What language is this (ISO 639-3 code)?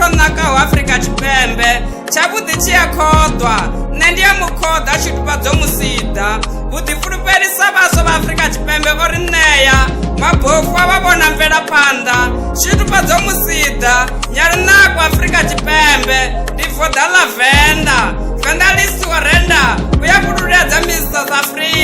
ven